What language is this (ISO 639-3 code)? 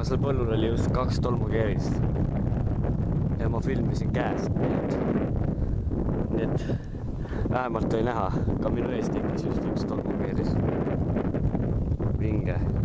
est